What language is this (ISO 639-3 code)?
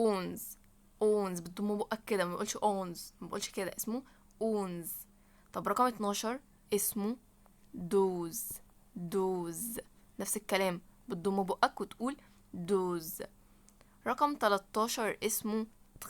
arz